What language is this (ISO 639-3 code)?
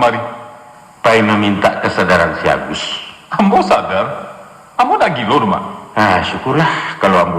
min